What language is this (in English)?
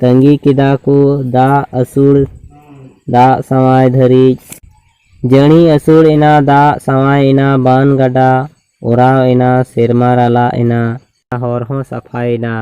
Santali